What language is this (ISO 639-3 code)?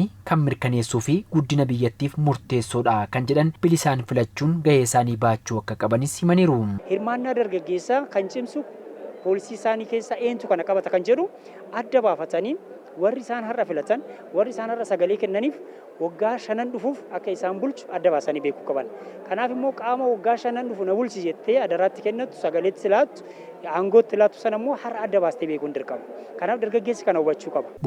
orm